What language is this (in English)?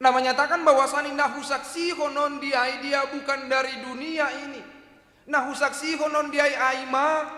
Batak Simalungun